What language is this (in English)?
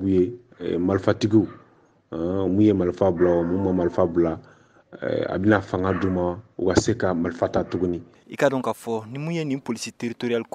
Bambara